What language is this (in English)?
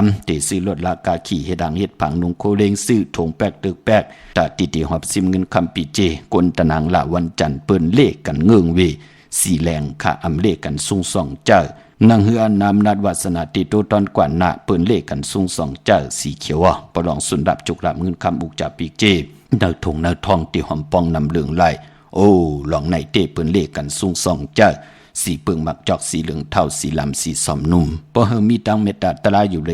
Shan